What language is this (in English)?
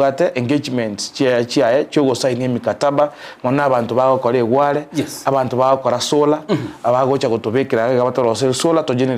Gusii